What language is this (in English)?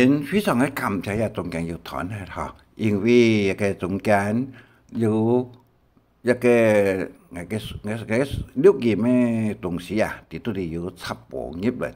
Hakka Chinese